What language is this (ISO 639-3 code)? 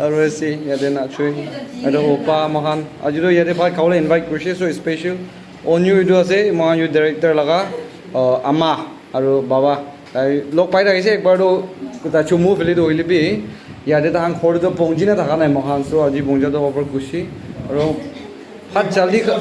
nag